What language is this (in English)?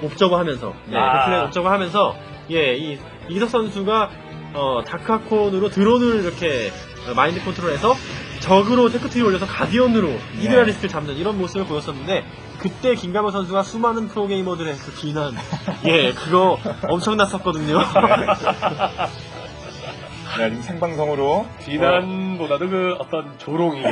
Korean